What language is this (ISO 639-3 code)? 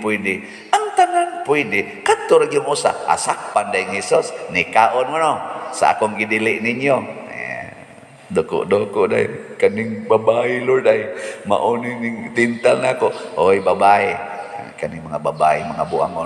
ceb